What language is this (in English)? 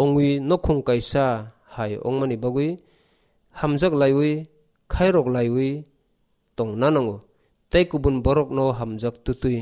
Kok Borok